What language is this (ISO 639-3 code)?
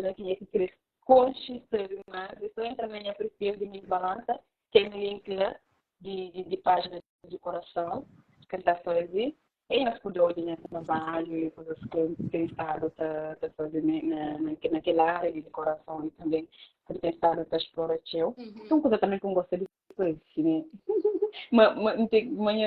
kea